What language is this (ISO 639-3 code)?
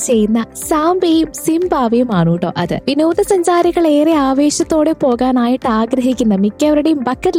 mal